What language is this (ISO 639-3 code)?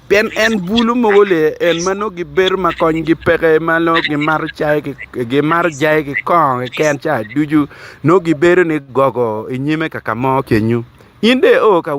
ach